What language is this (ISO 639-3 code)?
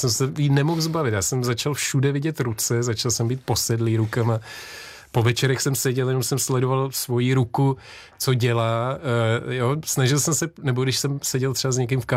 ces